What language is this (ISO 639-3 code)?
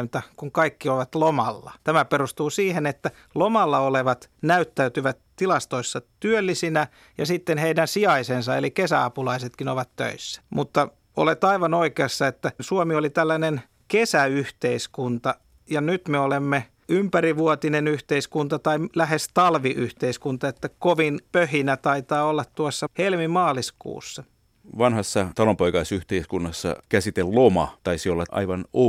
fin